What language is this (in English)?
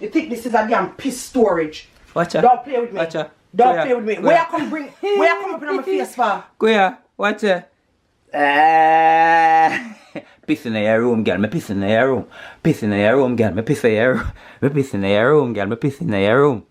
Jamaican Creole English